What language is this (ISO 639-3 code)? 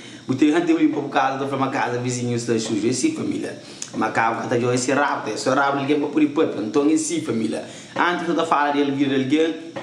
kea